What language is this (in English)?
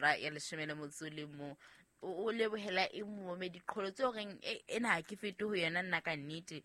Southern Sotho